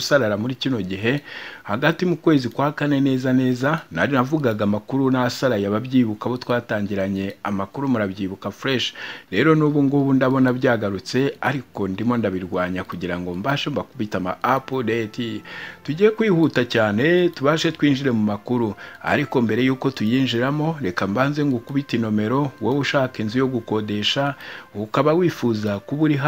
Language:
Kinyarwanda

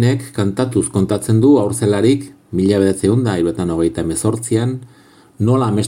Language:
Basque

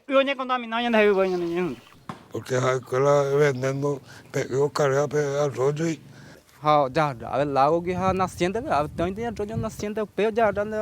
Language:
Guarani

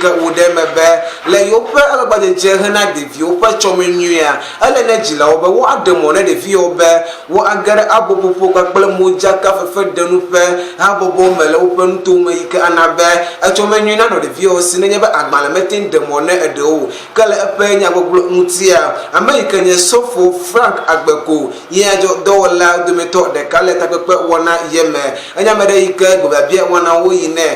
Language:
Ewe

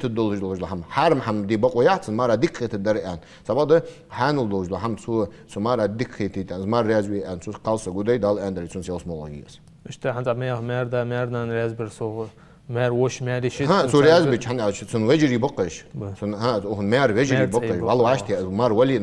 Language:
Ingush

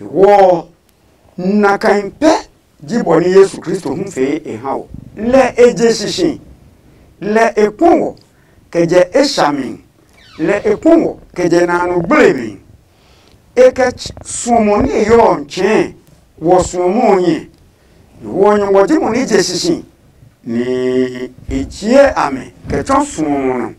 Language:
Adangme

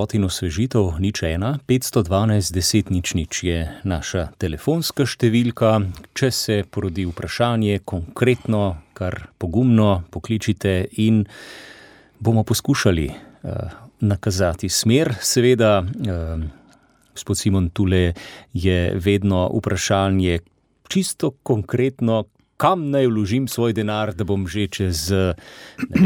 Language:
Slovenian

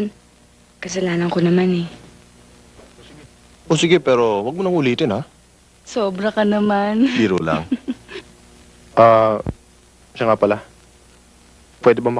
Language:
Filipino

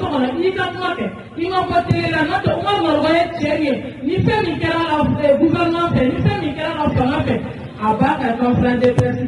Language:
Bambara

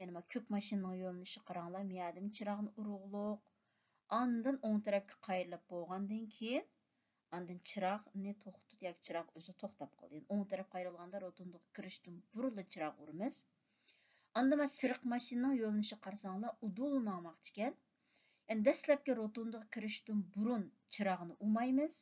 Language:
Uyghur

